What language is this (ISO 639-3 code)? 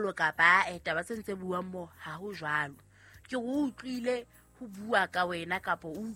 sot